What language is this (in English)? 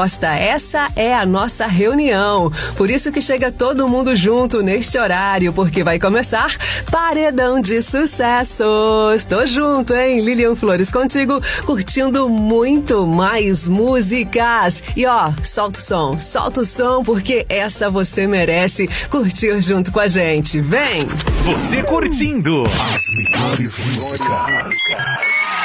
Portuguese